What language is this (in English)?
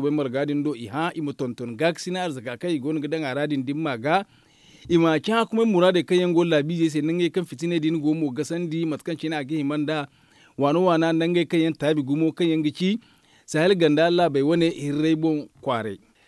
Zarma